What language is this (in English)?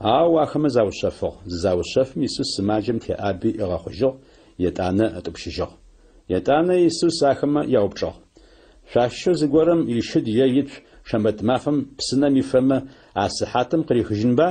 Adyghe